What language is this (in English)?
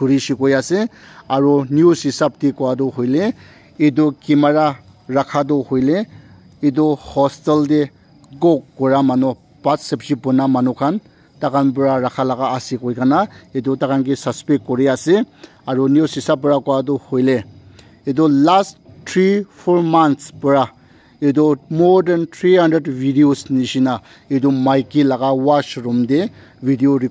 Naga Pidgin